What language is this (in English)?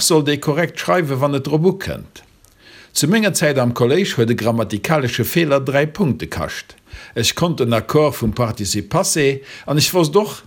Luxembourgish